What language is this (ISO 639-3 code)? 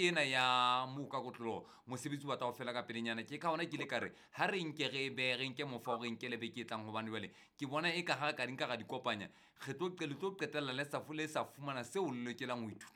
sot